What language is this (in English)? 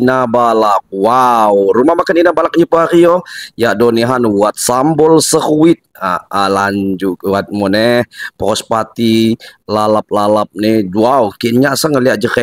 Lampung Api